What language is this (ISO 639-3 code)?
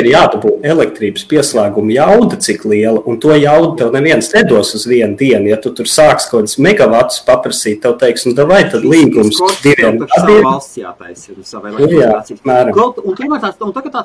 lav